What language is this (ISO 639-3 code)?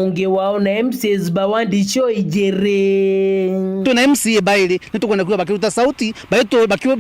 mer